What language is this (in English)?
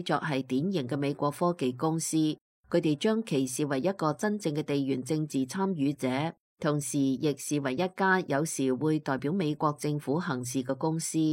Cantonese